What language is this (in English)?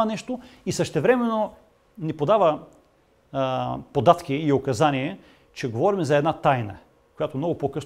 Bulgarian